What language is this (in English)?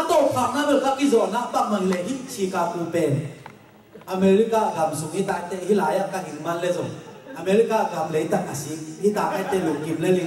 Tedim Chin